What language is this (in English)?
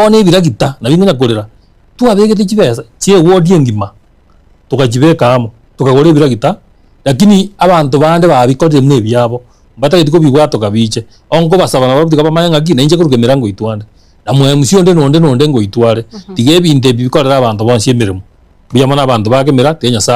Gusii